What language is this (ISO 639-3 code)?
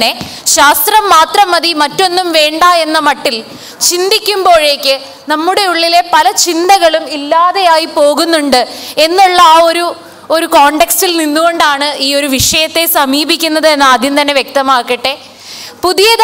mal